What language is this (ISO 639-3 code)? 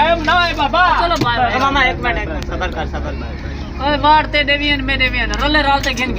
skr